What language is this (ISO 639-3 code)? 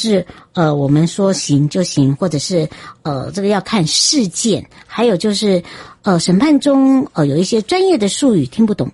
zho